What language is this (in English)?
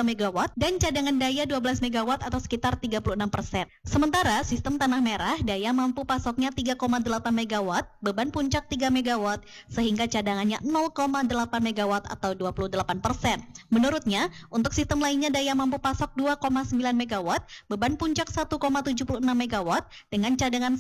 Indonesian